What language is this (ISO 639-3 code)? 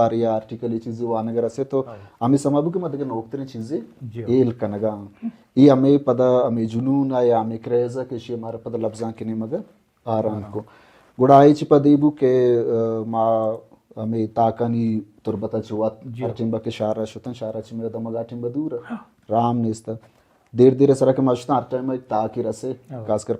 bal